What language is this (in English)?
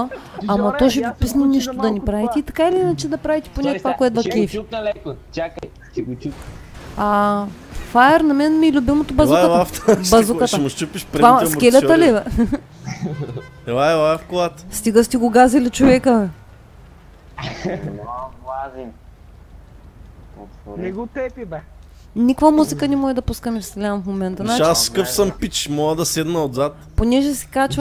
Bulgarian